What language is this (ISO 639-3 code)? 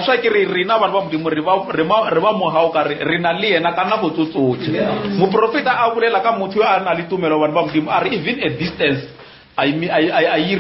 nso